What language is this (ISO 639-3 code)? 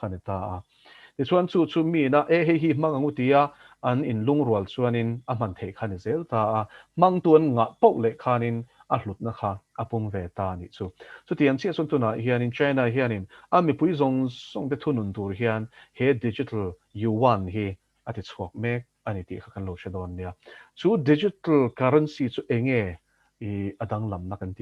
lus